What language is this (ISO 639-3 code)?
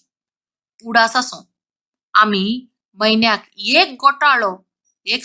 kok